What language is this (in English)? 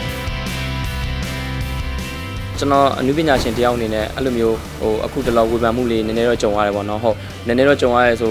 Burmese